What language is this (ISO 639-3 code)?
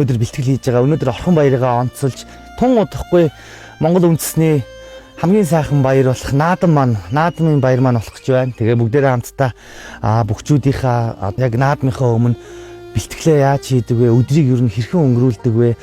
mon